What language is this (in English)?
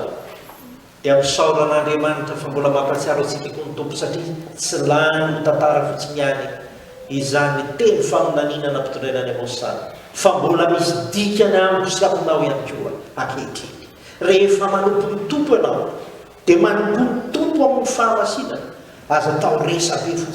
Malagasy